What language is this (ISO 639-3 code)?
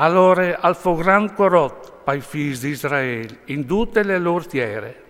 fur